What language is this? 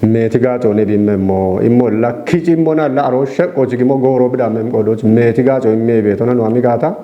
Kafa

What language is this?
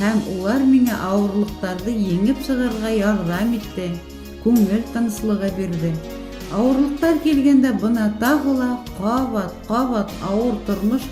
Bashkir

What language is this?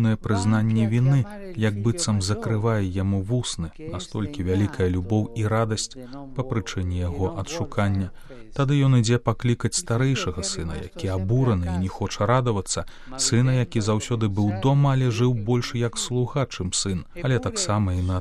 Belarusian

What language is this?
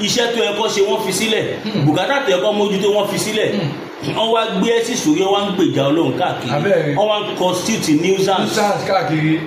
Yoruba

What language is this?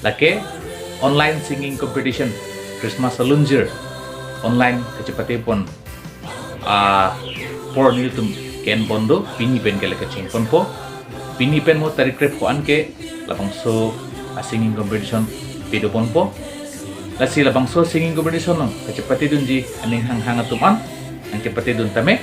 Karbi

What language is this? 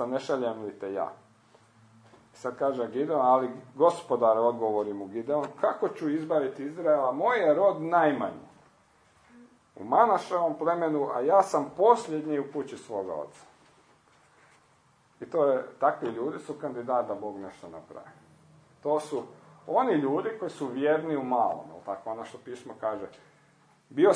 Croatian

